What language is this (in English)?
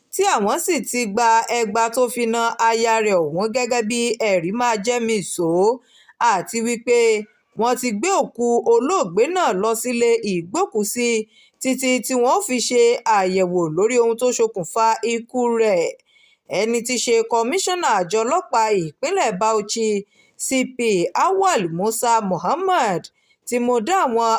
Yoruba